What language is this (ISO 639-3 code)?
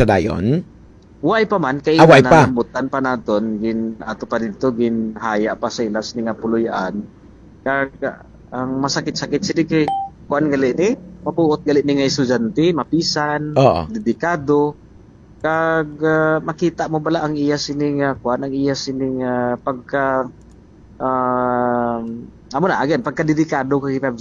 hil